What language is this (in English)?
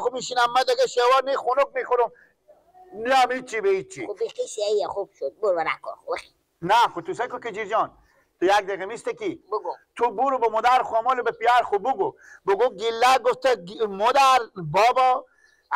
Persian